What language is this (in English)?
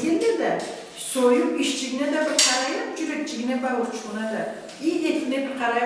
Karachay-Balkar